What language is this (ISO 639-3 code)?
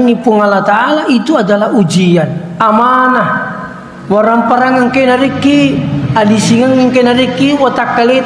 bug